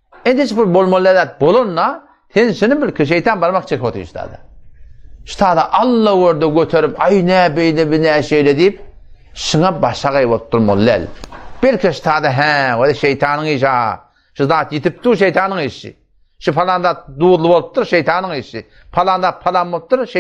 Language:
Turkmen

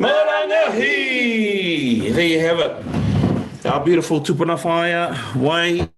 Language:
Māori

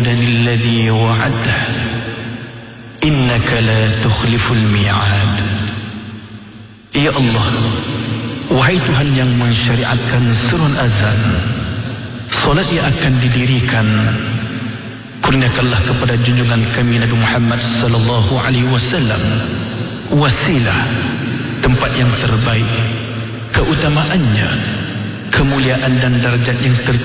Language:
Malay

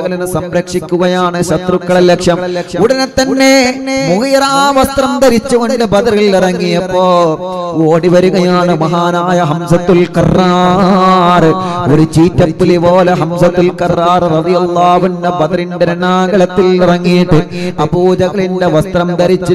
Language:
Malayalam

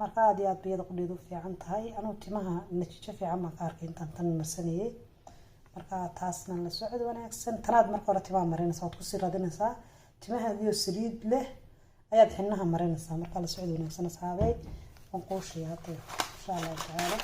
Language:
Somali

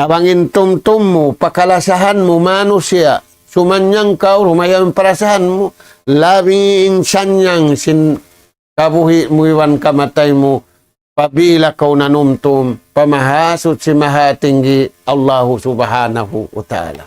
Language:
Tausug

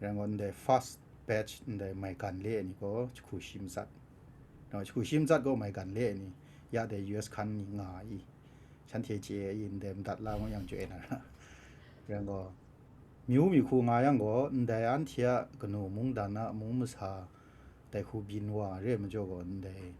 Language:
Kachin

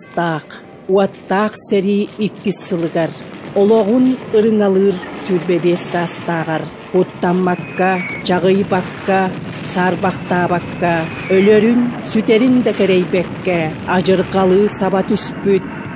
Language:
Yakut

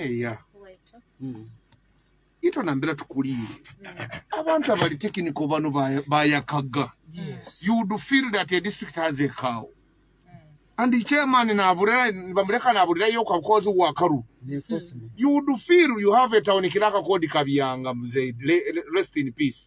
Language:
Nyoro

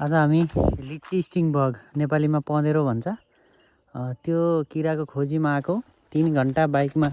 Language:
Nepali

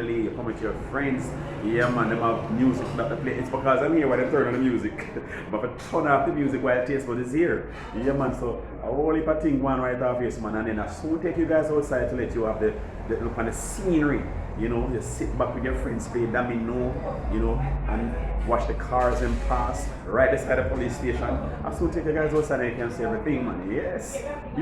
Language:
Jamaican Creole English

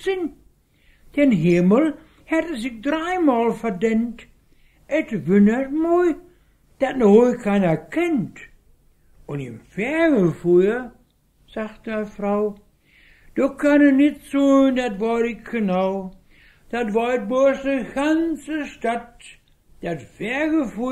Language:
Westphalien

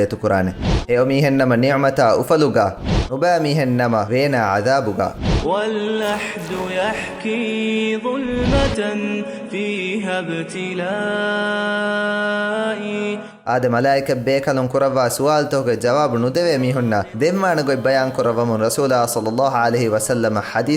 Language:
Divehi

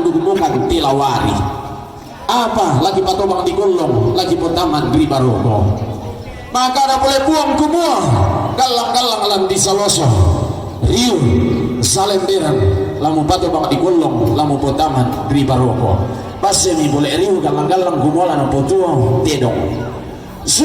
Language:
Toraja-Sa'dan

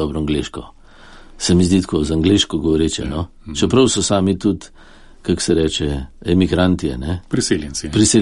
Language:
Slovenian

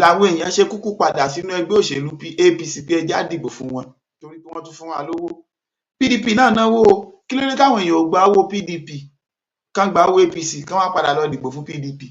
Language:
Yoruba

